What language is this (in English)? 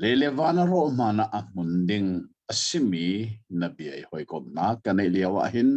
Hakha Chin